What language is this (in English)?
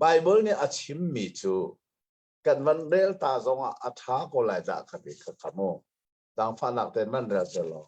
Hakha Chin